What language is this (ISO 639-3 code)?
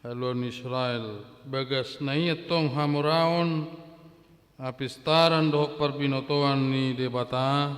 bbc